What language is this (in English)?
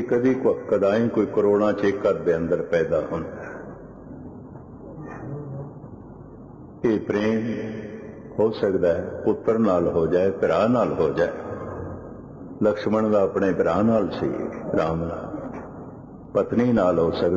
Punjabi